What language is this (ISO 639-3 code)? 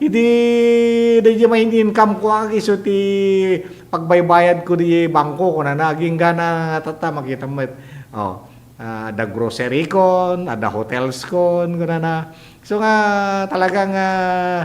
ilo